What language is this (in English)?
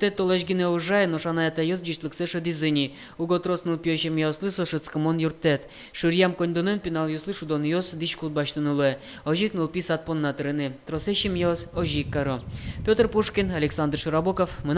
Udmurt